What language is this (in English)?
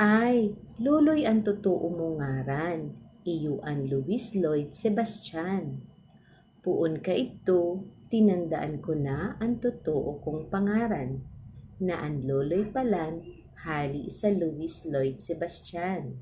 Bikol